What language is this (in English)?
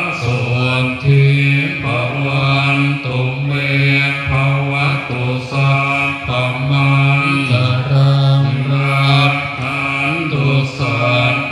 Pali